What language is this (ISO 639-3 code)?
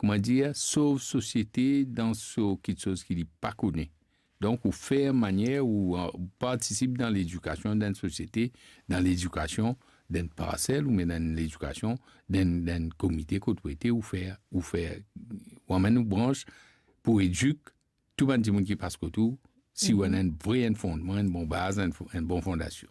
mfe